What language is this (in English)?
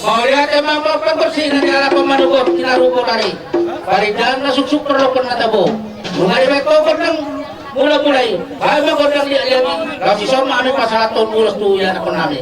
Batak Toba